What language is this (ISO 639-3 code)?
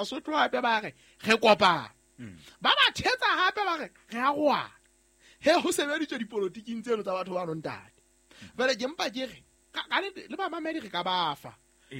sot